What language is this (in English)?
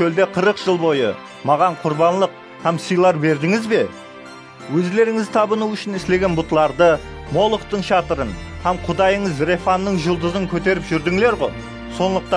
Kara-Kalpak